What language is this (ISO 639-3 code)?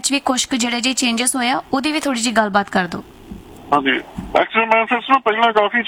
pan